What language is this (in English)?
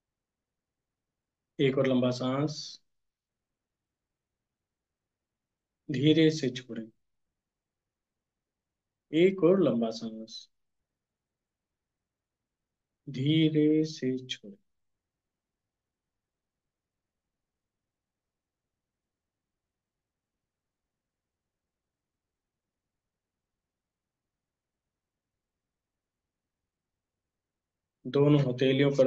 Hindi